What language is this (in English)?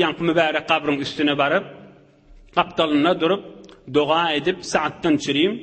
Turkmen